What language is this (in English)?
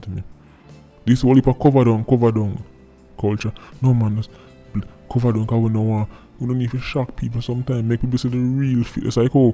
Jamaican Creole English